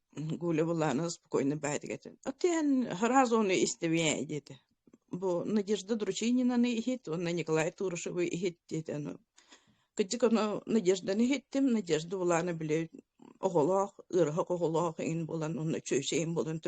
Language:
Yakut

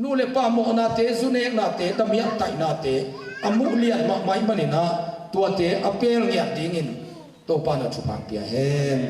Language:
Tedim Chin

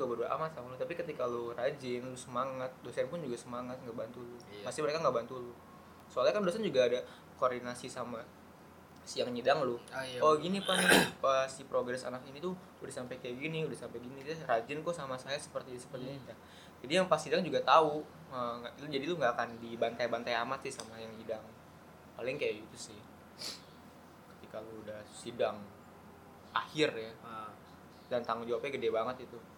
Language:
Indonesian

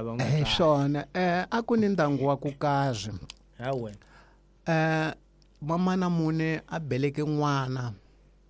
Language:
Tsonga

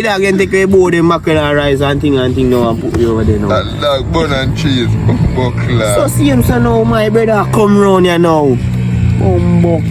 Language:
Jamaican Creole English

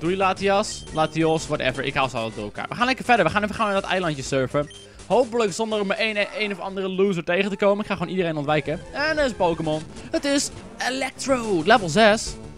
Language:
Dutch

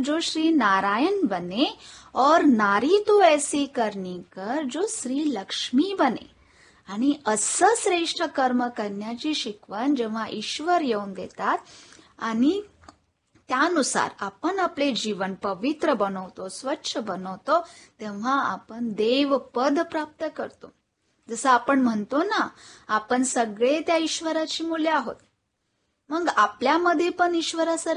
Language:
Marathi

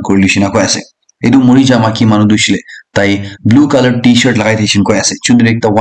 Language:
Naga Pidgin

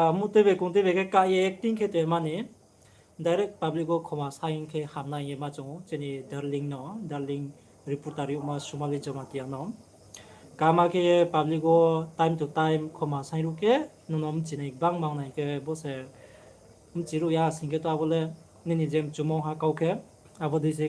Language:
Riang (India)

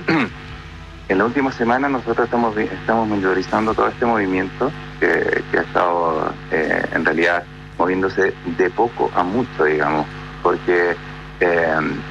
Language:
Spanish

